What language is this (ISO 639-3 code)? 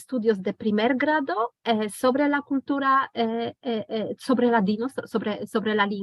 lad